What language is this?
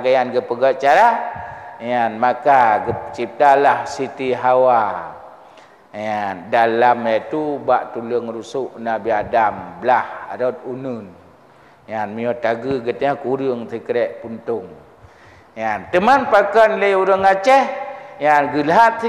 Achinese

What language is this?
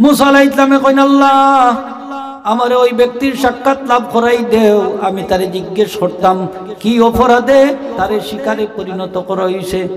Sylheti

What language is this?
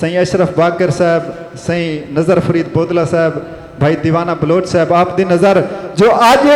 Saraiki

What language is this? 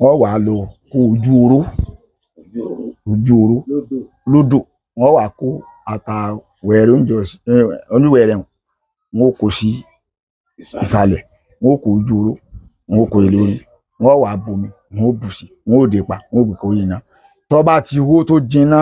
Yoruba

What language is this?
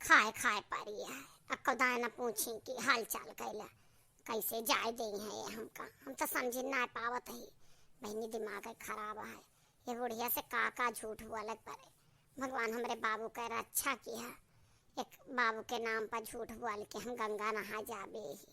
Awadhi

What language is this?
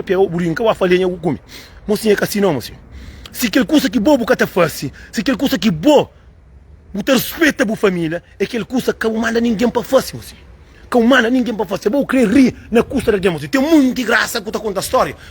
Kabuverdianu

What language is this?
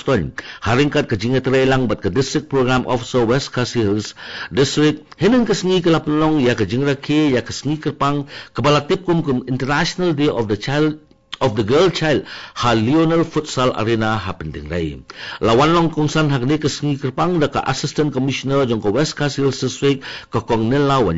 Khasi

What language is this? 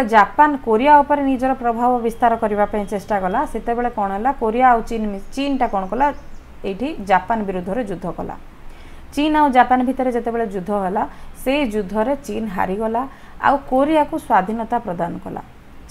Odia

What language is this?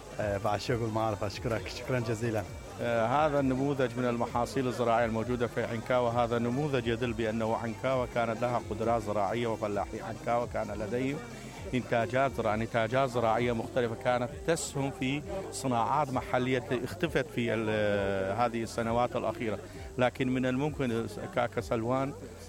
Mesopotamian Arabic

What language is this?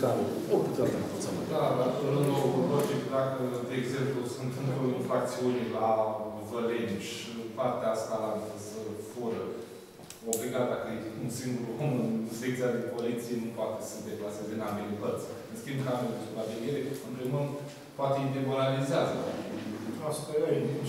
Romanian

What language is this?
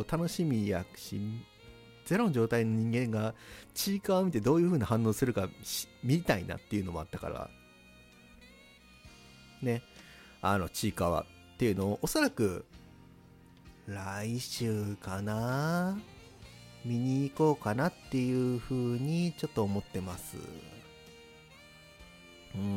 Japanese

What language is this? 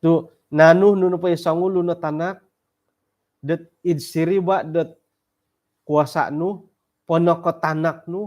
Central Dusun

